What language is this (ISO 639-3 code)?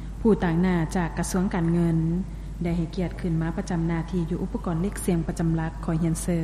lao